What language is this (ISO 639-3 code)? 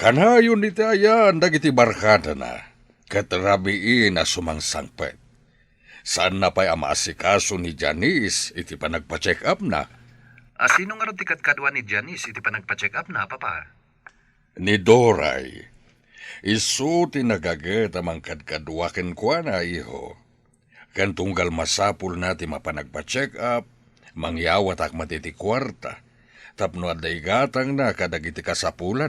ilo